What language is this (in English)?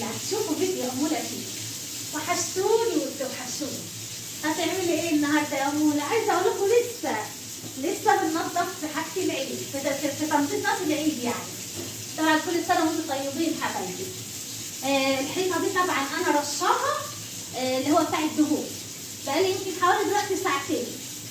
Egyptian Arabic